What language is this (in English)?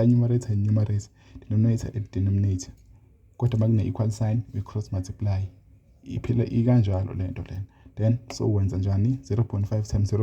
Zulu